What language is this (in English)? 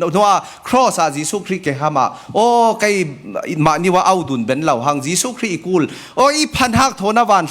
Falam Chin